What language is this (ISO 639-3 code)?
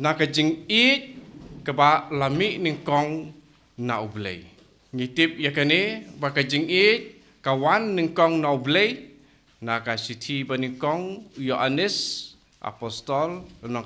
kha